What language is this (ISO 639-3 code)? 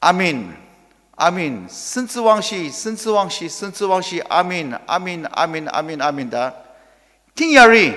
njo